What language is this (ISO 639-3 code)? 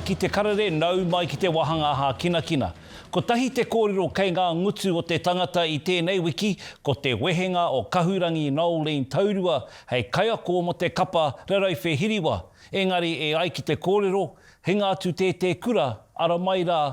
mri